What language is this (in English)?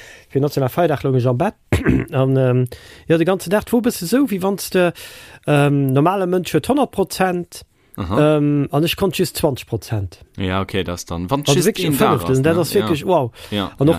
Luxembourgish